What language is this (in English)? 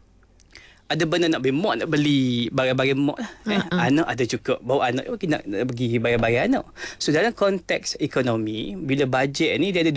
Malay